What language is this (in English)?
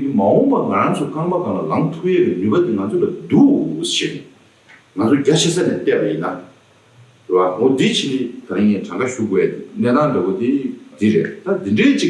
Tibetan